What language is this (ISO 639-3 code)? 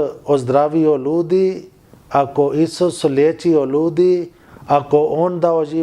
bos